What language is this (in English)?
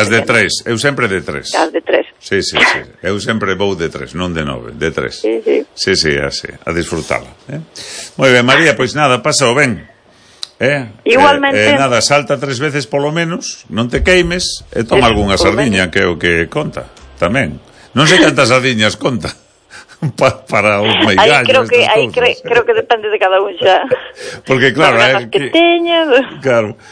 Galician